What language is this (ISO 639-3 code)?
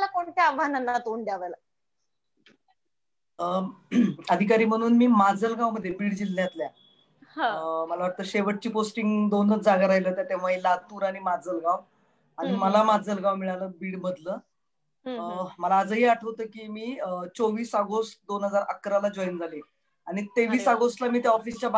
mar